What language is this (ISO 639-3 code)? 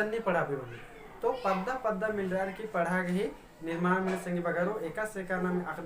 kru